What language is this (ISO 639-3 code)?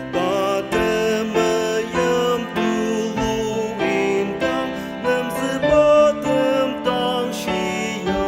njo